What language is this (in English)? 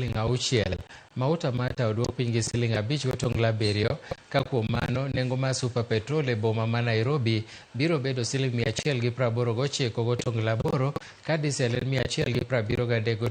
Luo (Kenya and Tanzania)